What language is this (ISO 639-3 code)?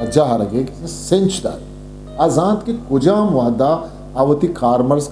bgp